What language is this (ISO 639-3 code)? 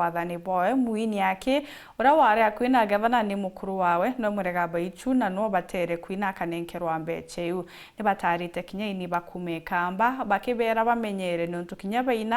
mer